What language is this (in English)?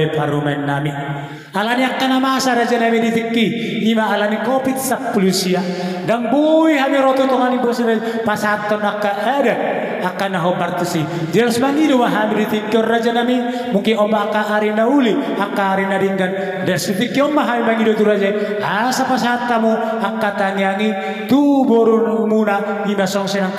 Batak Toba